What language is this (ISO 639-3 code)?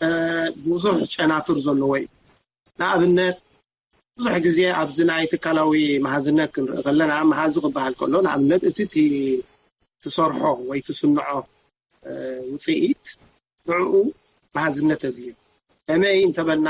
tir